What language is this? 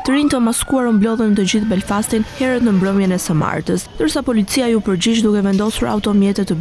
Albanian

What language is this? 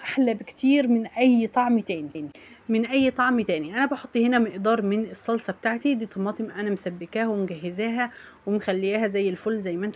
Egyptian Arabic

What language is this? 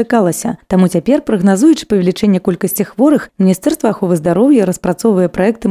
Belarusian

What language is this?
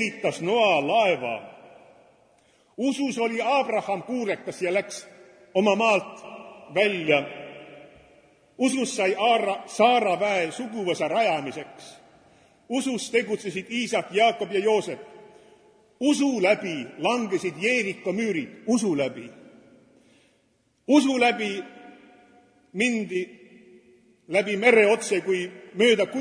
Estonian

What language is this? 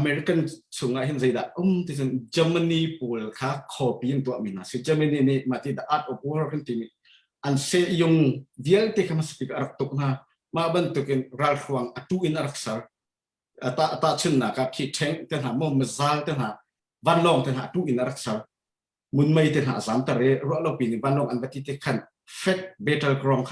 Hakha Chin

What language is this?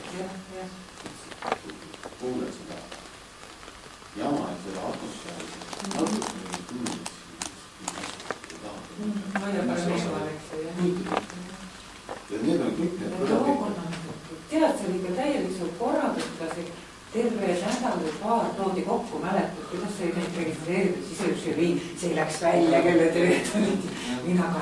Estonian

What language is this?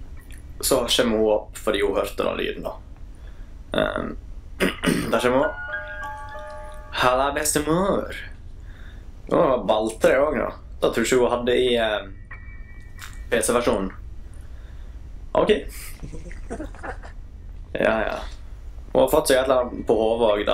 Norwegian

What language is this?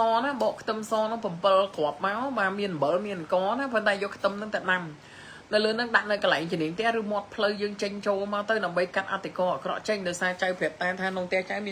Khmer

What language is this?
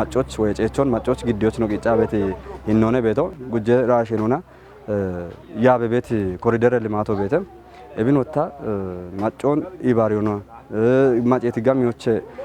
Kafa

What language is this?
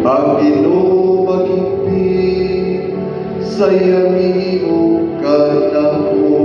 Cebuano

